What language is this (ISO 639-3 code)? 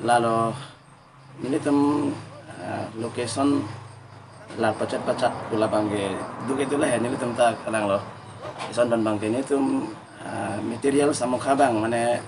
mjw